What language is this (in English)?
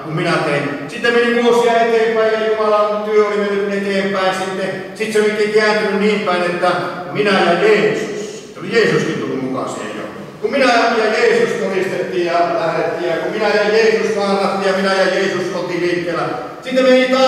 Finnish